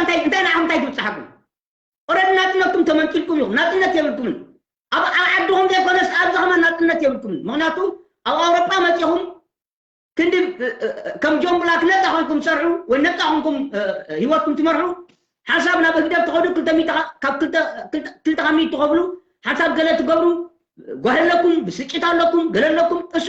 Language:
Tigrinya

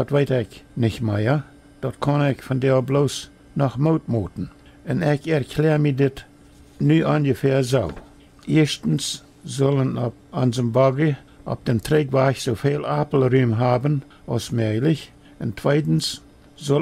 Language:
Plautdietsch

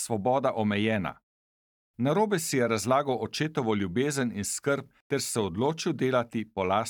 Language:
Slovenian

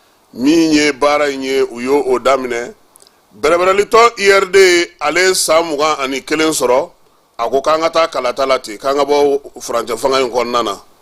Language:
Bambara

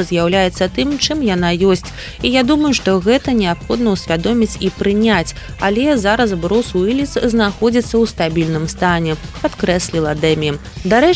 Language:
Belarusian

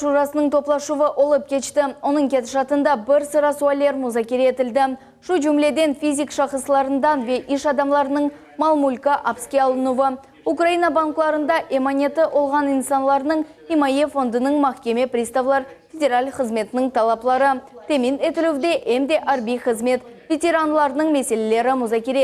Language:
Crimean Tatar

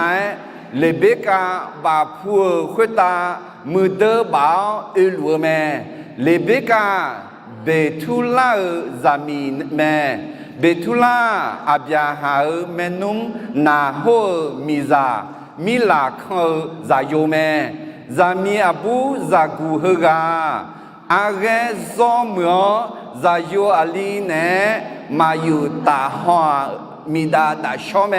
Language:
Akha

